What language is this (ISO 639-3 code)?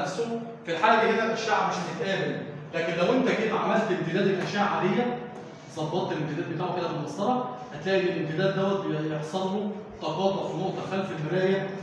arz